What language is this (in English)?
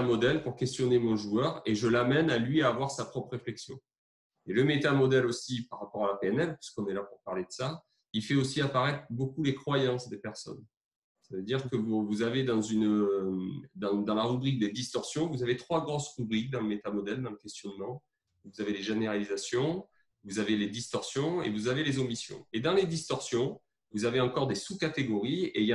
French